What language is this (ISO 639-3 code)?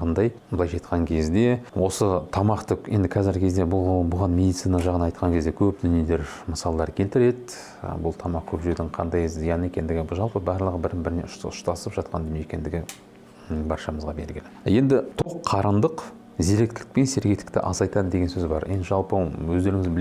kaz